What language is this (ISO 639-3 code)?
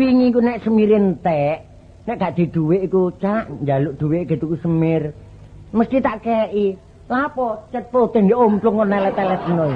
jav